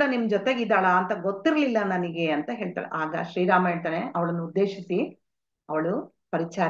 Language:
Kannada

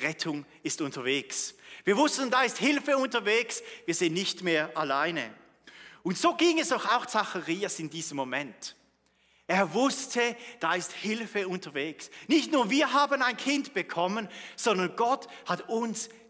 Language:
Swiss German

